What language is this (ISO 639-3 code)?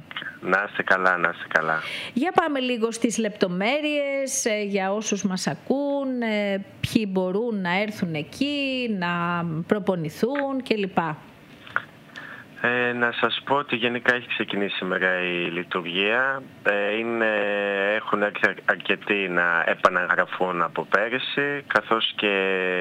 ell